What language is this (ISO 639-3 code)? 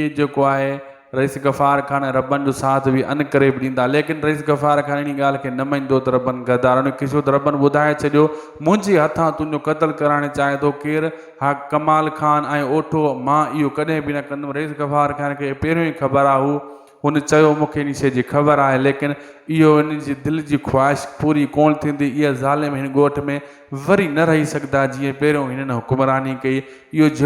snd